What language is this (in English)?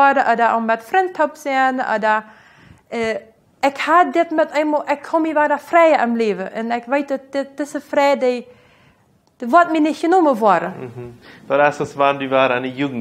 Plautdietsch